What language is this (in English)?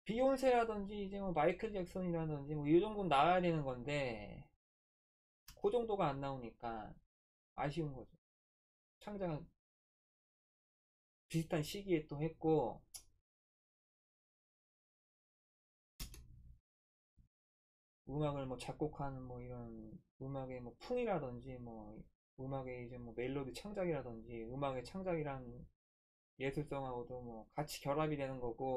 Korean